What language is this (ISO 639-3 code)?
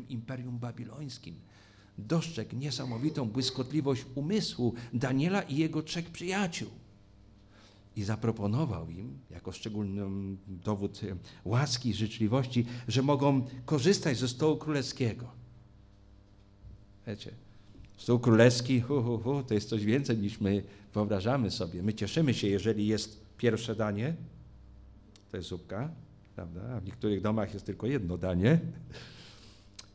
pol